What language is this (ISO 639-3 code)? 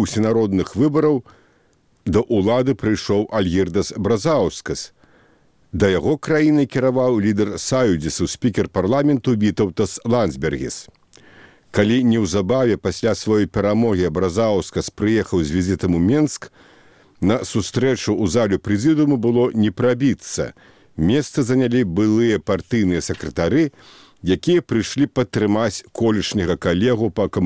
bel